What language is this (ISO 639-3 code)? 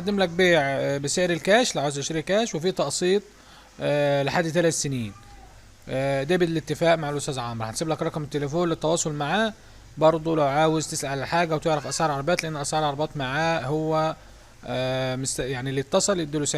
arz